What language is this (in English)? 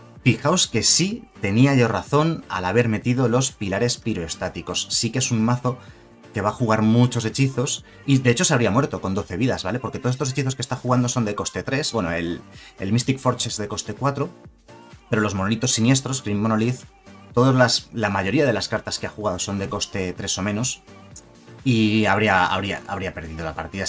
Spanish